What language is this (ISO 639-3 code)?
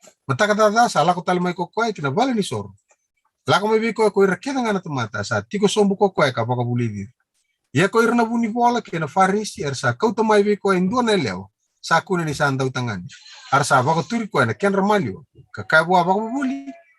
fij